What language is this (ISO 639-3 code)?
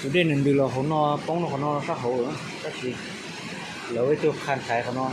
hmn